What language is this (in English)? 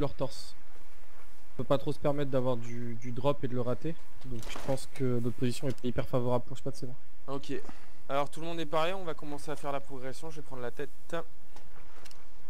French